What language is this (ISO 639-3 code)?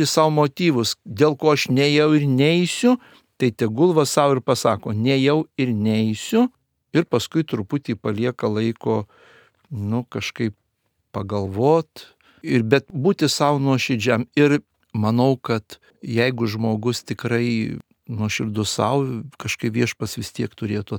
lit